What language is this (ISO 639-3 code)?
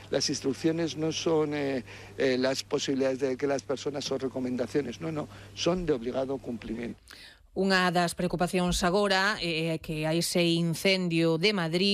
glg